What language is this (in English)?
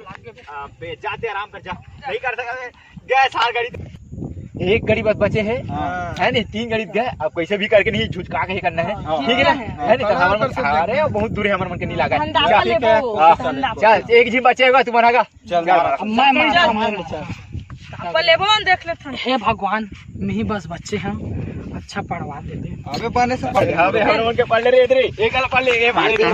Chhattisgarhi